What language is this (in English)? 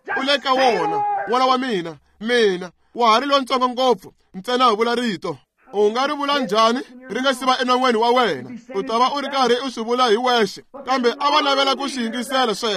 Tsonga